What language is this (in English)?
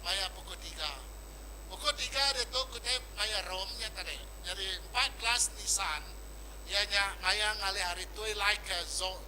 Iban